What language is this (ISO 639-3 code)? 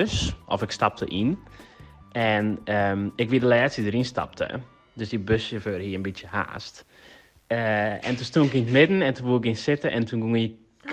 fry